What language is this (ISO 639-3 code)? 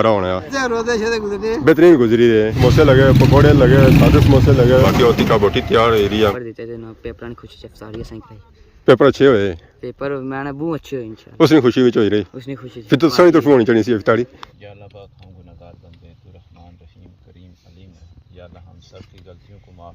phr